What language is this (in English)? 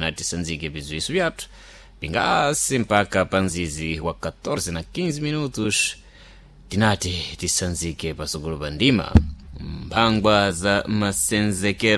Sena